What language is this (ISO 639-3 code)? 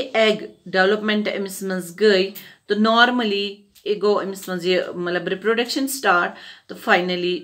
kas